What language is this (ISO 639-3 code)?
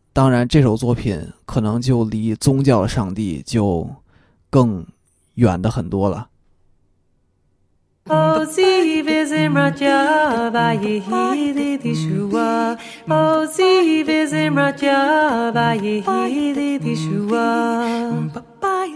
zho